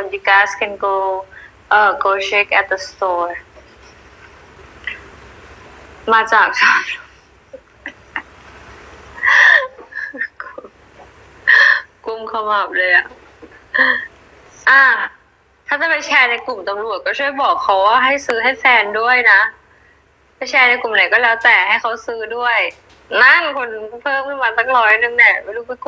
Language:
Thai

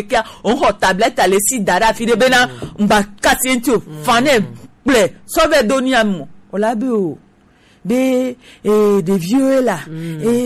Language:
Gen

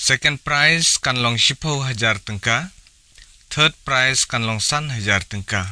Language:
Khasi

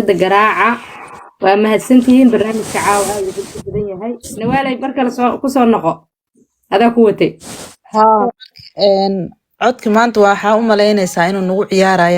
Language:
Somali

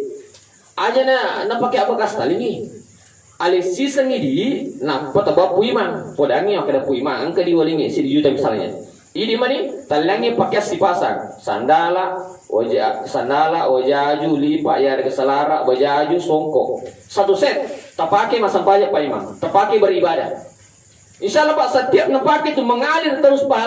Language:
Buginese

